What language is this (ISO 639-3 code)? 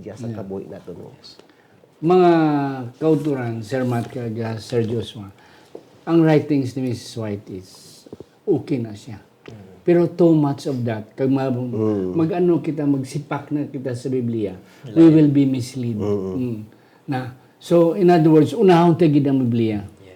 hil